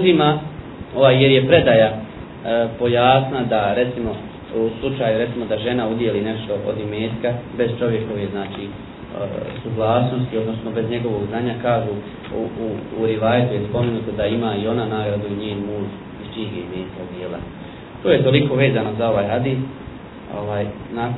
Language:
Bosnian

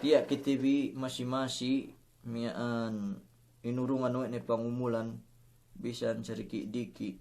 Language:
Yakan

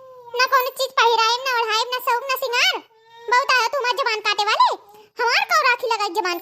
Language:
Awadhi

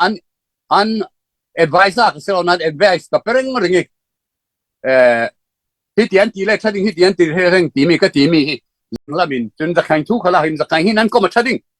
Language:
Falam Chin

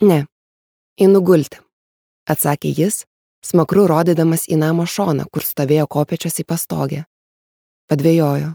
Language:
Lithuanian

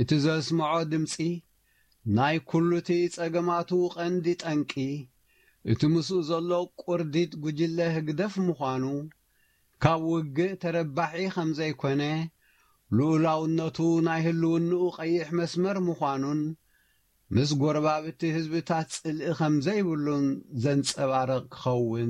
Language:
Tigrinya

